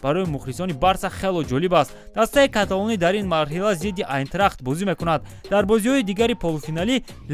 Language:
Tajik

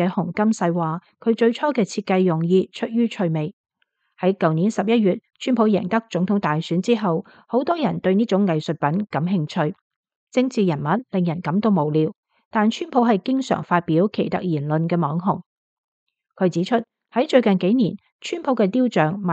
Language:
Cantonese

